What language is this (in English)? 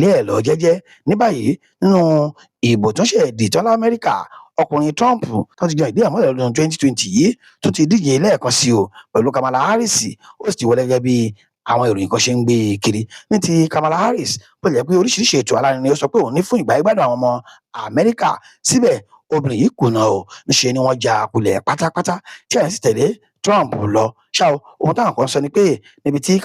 Yoruba